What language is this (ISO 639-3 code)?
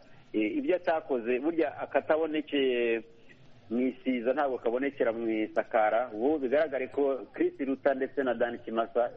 kin